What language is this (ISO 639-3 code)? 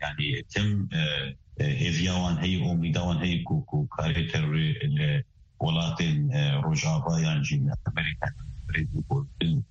kur